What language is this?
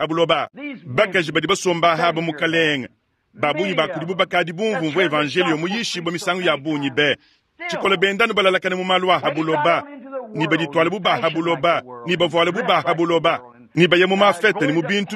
Luba-Lulua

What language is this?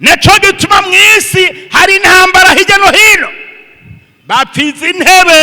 Rundi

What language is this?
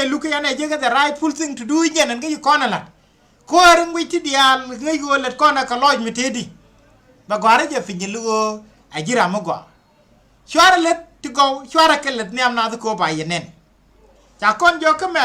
Nuer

